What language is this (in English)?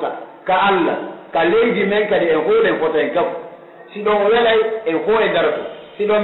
Pular